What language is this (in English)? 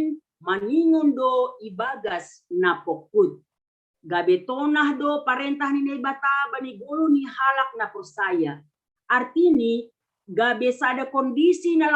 Batak Simalungun